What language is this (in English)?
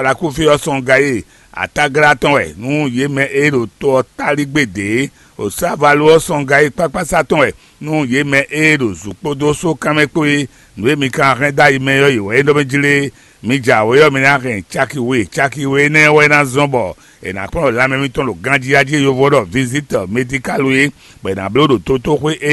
Fon